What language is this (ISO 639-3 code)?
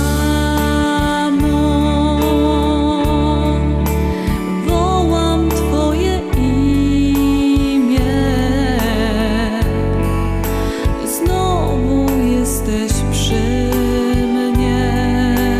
pol